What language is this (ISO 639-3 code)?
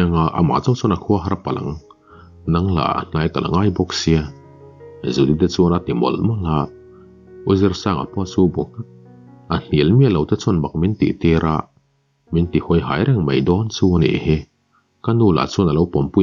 lus